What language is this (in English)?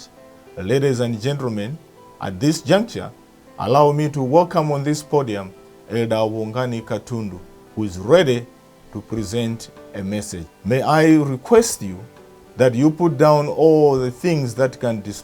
English